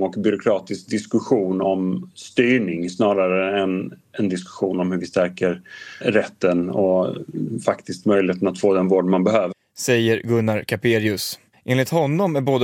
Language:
Swedish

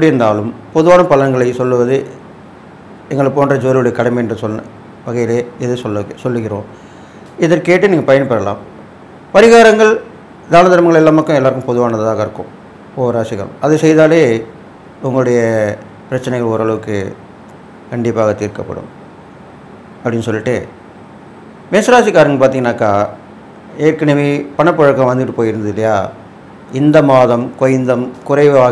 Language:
Tamil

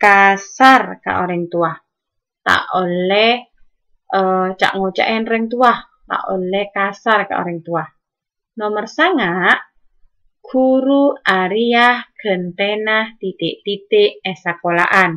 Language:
Madurese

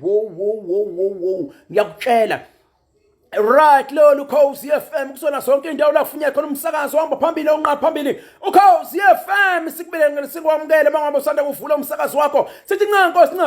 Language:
Zulu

